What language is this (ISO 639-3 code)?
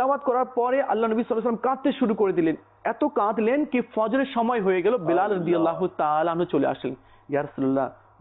ben